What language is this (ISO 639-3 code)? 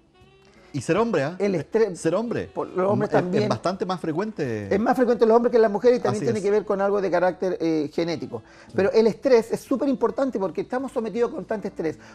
spa